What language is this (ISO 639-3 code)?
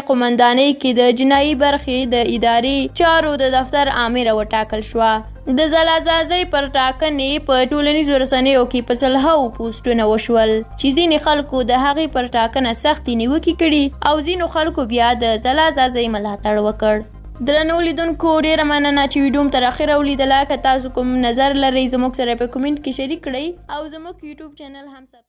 pus